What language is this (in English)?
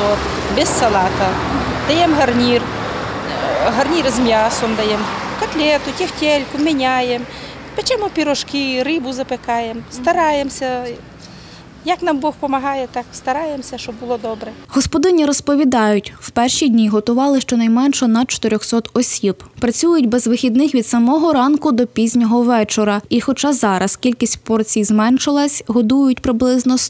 Ukrainian